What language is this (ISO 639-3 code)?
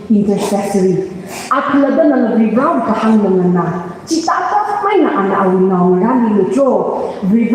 nmf